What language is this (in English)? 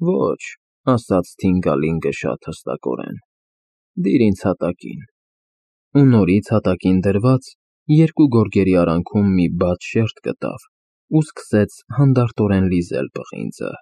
Armenian